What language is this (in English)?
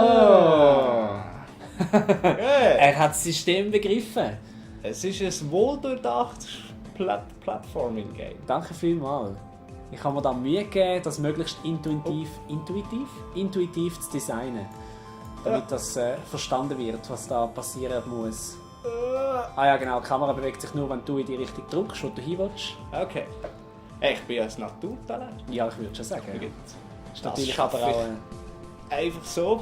Swiss German